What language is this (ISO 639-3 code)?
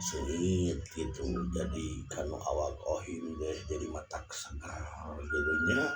sun